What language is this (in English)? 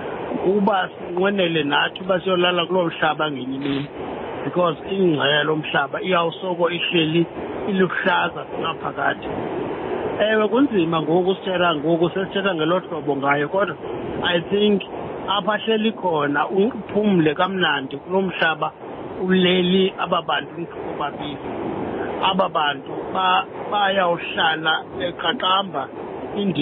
Xhosa